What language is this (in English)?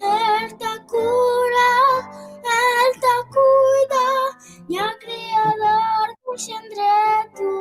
Kabuverdianu